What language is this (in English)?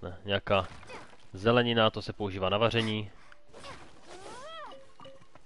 Czech